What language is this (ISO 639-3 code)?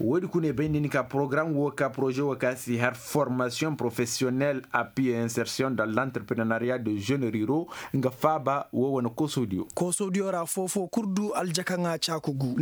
ses